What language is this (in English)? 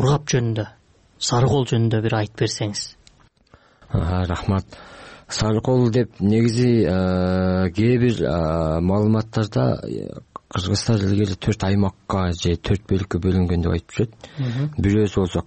Kyrgyz